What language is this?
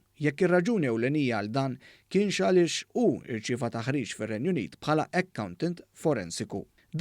Maltese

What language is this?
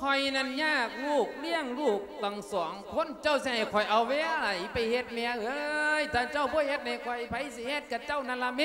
Lao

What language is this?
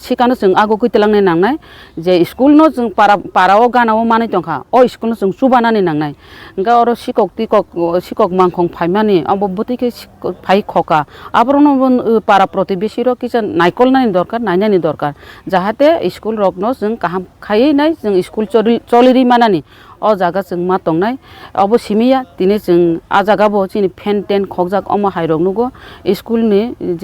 Kok Borok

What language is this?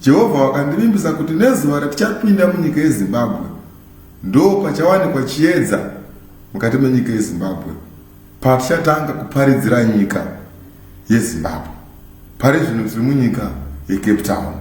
Shona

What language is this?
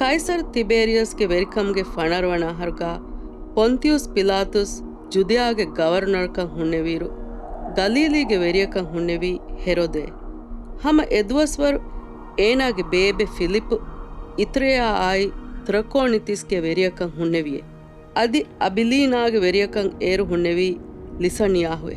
Divehi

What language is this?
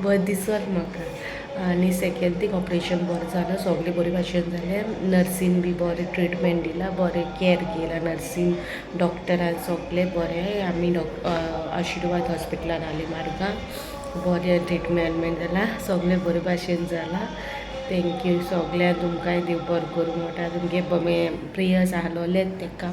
Konkani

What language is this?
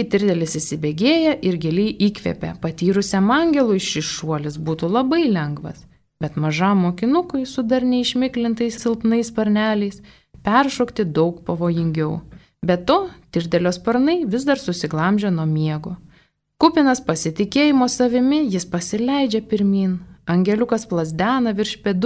Lithuanian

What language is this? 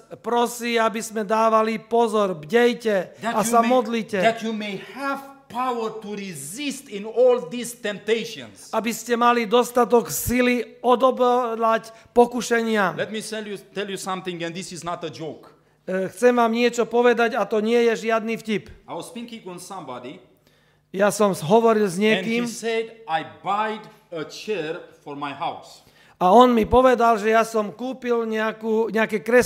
Slovak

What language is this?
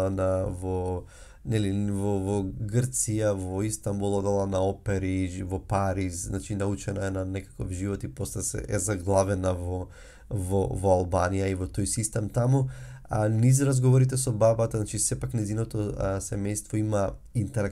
Macedonian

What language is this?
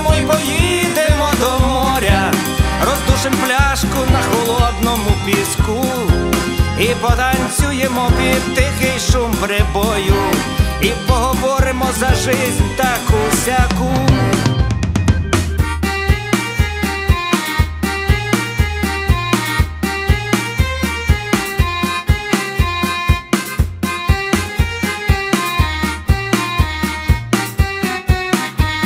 Ukrainian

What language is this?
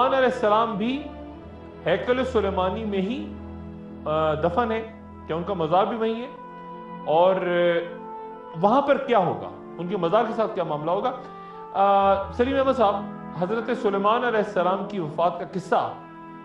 Urdu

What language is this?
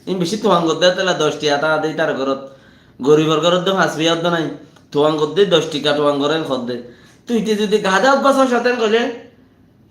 Rohingya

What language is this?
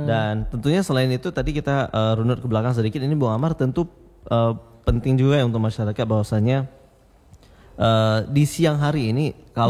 Indonesian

